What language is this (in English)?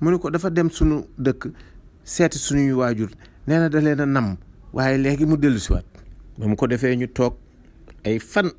Wolof